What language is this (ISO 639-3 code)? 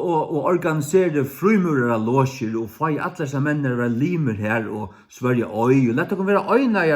fao